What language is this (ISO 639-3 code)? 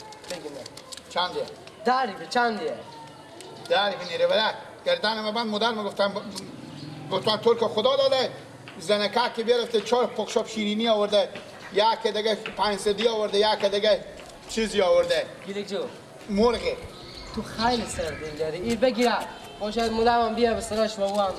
fas